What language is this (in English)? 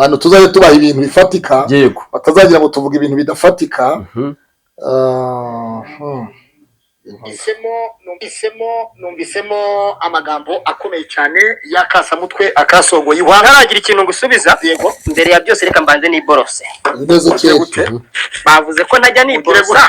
Kinyarwanda